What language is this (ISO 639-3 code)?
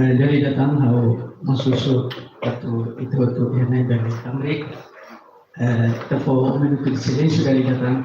tet